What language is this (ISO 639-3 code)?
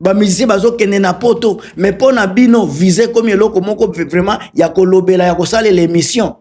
lin